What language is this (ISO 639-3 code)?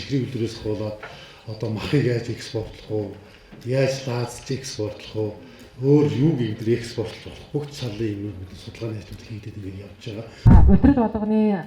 mon